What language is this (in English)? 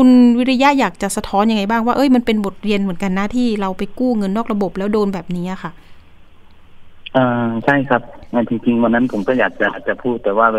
Thai